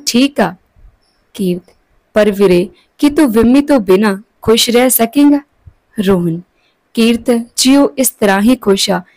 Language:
Punjabi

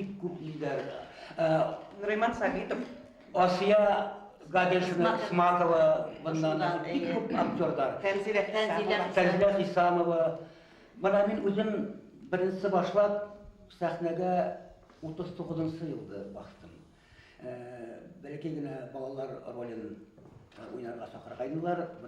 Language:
Bashkir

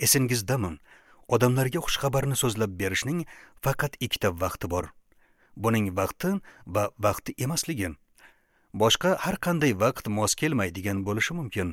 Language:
Uzbek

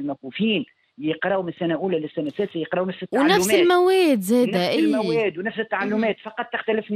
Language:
Tunisian Arabic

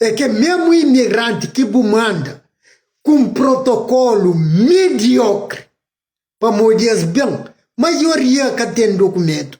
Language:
Kabuverdianu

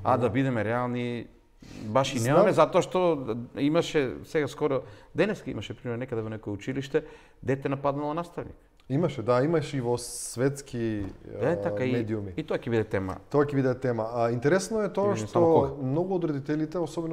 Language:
Macedonian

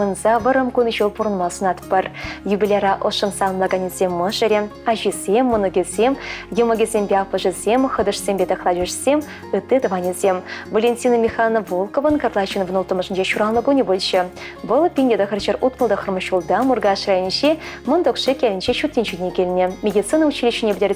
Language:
Chuvash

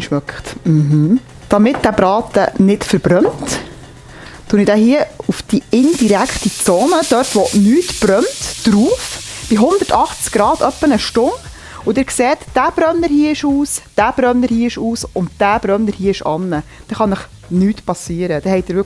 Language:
Swiss German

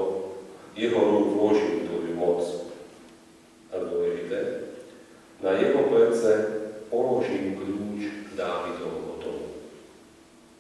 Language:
Slovak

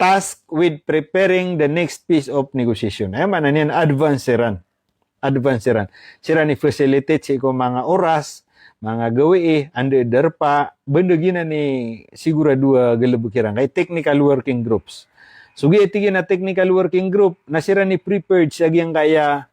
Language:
Maranao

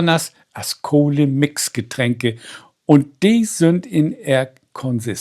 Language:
Low German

